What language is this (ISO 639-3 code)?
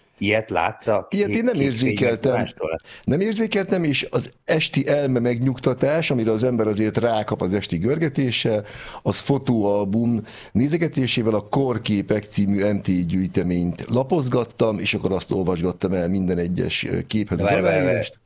hun